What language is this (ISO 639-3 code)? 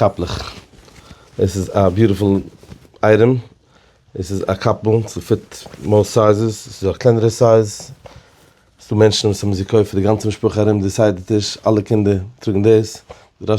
yid